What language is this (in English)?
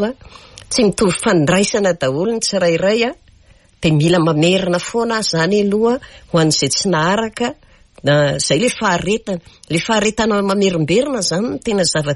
Malagasy